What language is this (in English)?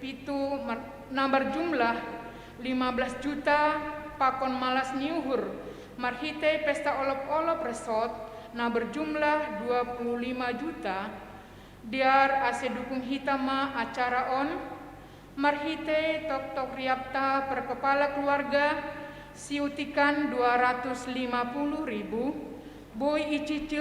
Batak Simalungun